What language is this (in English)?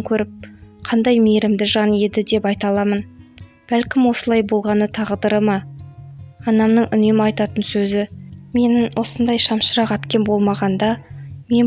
Kazakh